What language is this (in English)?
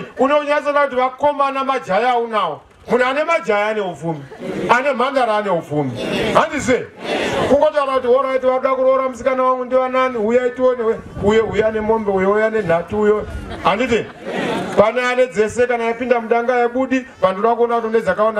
Shona